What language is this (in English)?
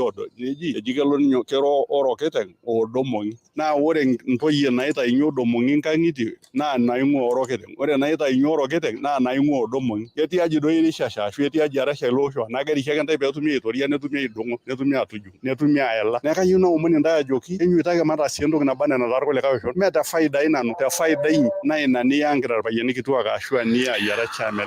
Masai